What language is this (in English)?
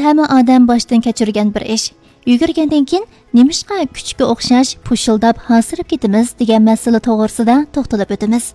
Uyghur